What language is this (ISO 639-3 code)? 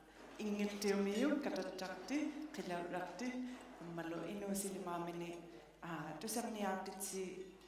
iku